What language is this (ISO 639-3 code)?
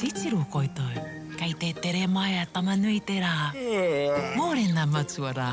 mri